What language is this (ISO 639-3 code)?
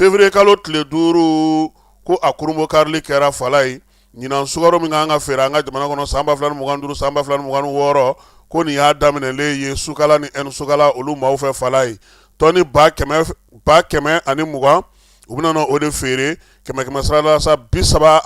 bam